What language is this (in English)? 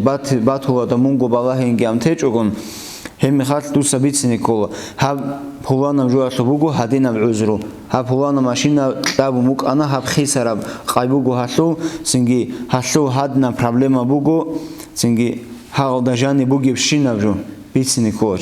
Avaric